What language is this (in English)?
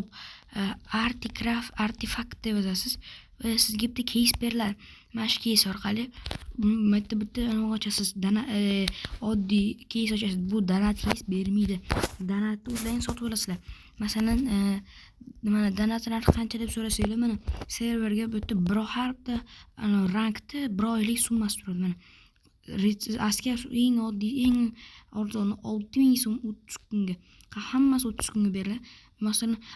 Uzbek